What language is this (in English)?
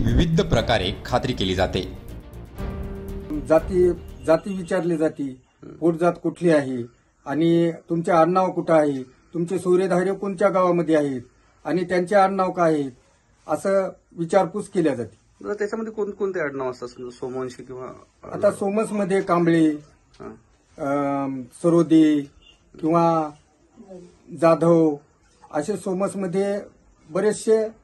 Marathi